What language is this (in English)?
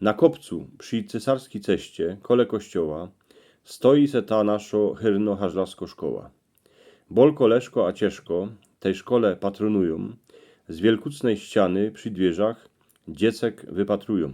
Silesian